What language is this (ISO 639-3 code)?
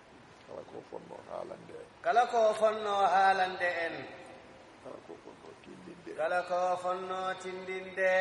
ful